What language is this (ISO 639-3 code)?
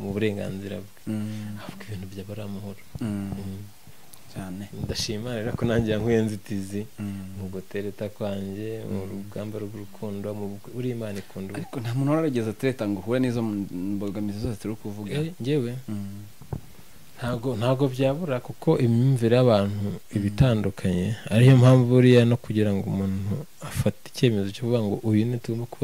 kin